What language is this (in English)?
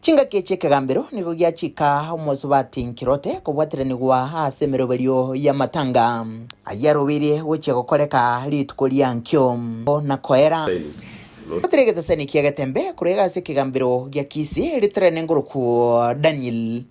Gusii